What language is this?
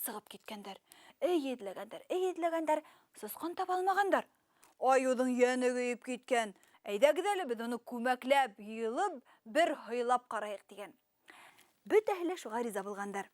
Bashkir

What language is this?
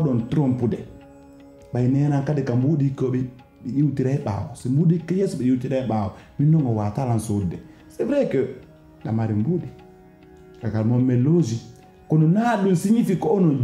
Pular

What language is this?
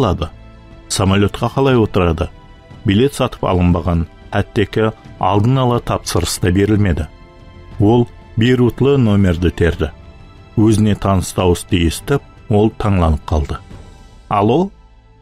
Kara-Kalpak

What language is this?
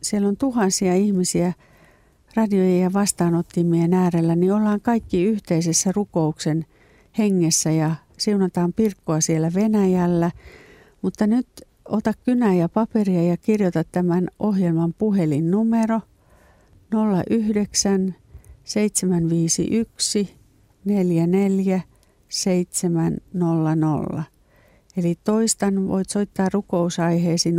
Finnish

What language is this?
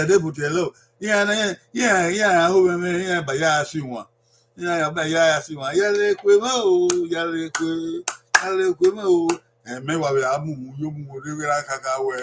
Bini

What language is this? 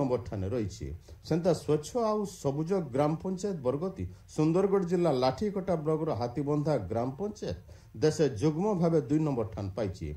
Odia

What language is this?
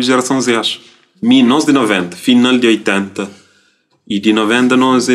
Kabuverdianu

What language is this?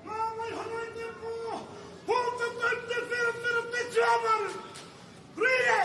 Māori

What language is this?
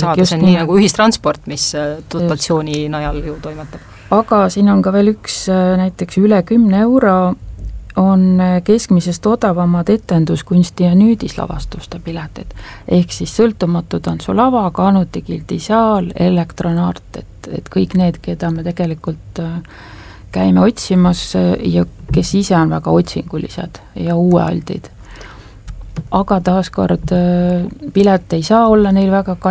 Estonian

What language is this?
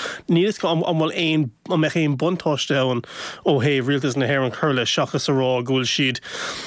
Irish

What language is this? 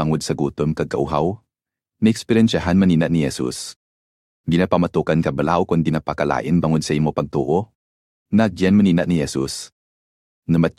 Hiligaynon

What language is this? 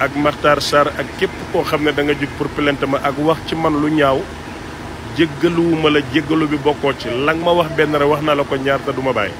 Wolof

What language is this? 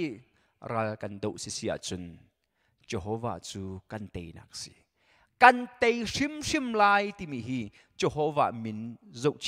Hakha Chin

